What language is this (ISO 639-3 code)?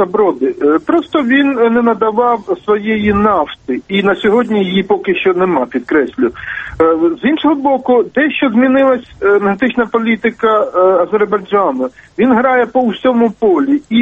ukr